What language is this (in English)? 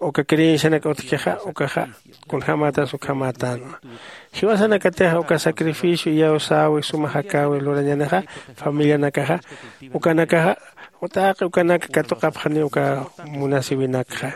Aymara